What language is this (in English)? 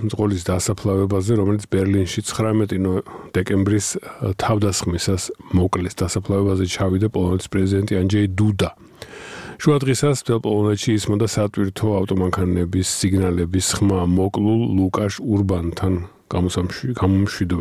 Georgian